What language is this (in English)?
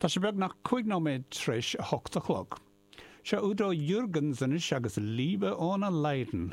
Irish